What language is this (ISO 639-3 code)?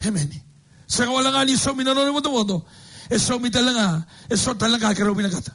fij